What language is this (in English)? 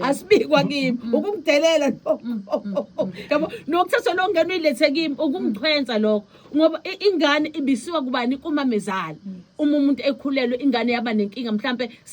Zulu